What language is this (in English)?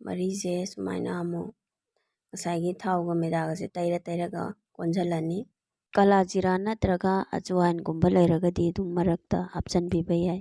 Manipuri